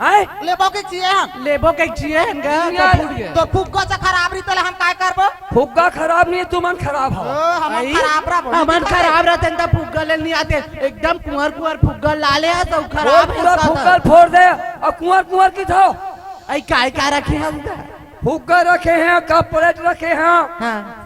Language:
Chhattisgarhi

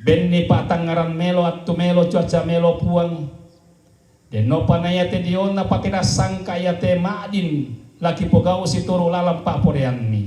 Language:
Toraja-Sa'dan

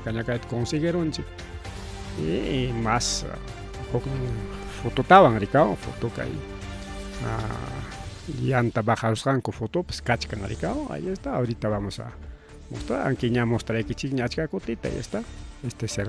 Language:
Ayacucho Quechua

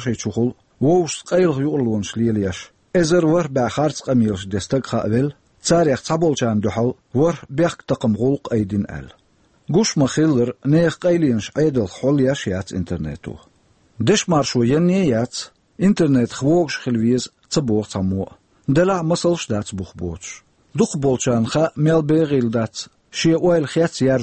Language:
Chechen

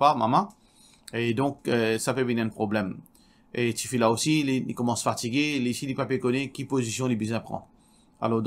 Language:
Morisyen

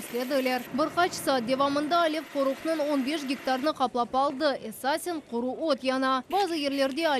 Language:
Crimean Tatar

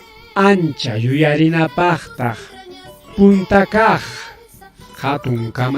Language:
Ayacucho Quechua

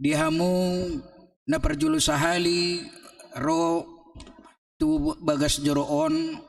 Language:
Batak Toba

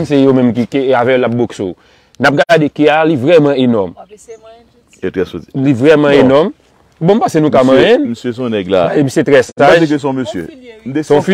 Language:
Haitian Creole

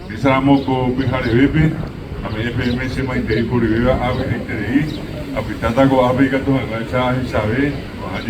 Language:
Guarani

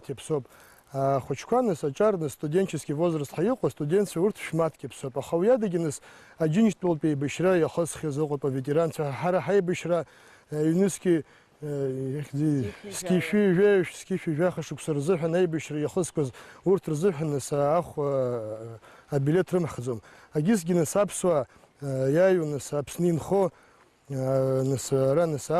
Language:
Abkhazian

